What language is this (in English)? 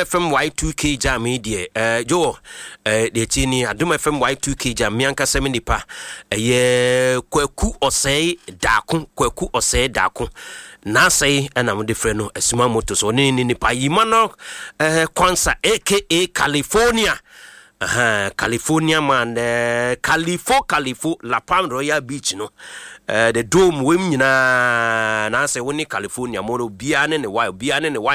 Akan